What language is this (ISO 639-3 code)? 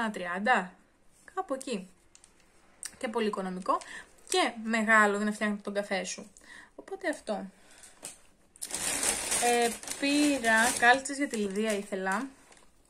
ell